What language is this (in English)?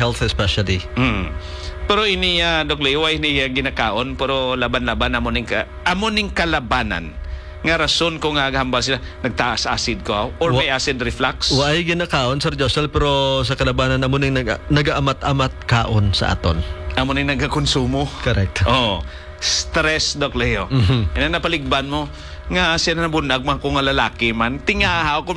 Hiligaynon